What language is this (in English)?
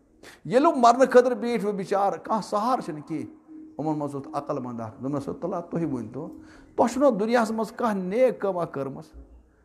Kashmiri